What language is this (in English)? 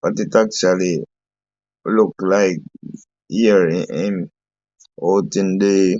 Jamaican Creole English